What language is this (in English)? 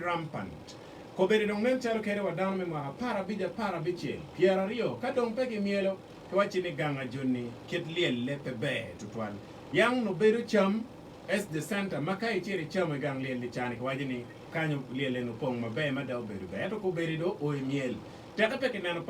Acoli